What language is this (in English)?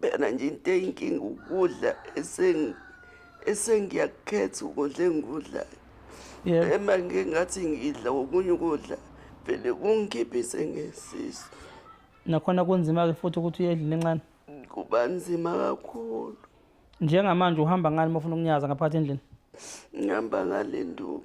Zulu